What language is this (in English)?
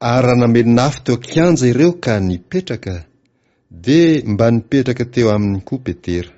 Malagasy